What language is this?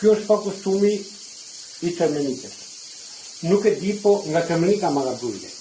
Albanian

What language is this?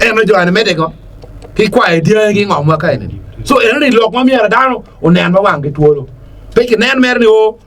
Acoli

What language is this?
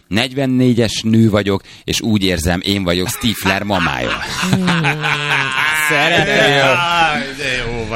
Hungarian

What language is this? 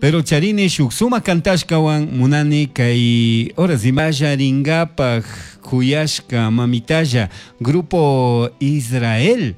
Chimborazo Highland Quichua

